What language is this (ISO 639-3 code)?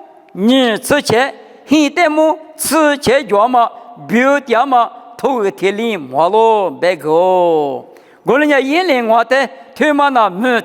lis